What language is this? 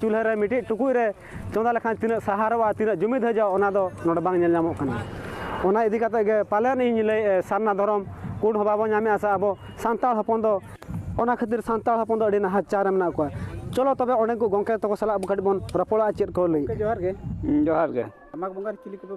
Santali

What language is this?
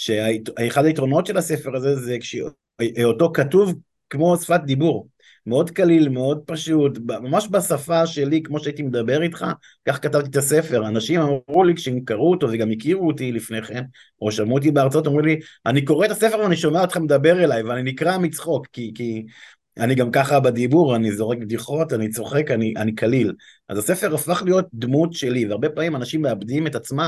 Hebrew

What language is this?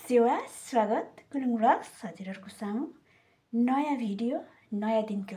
Nepali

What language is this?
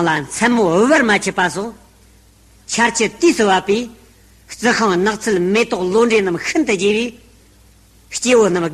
Tibetan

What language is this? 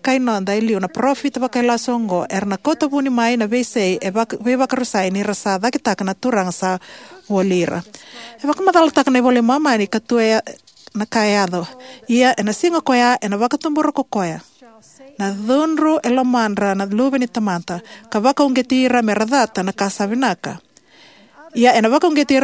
Fijian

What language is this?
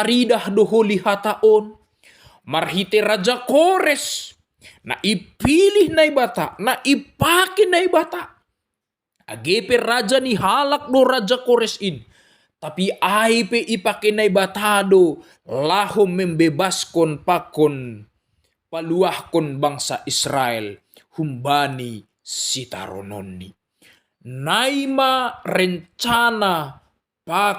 Batak Simalungun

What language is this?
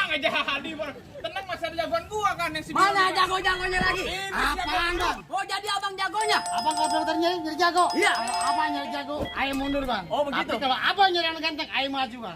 Betawi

